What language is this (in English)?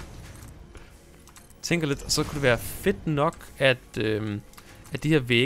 Danish